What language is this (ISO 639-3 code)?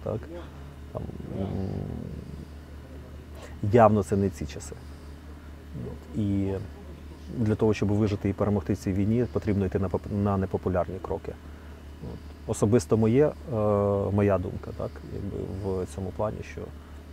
ukr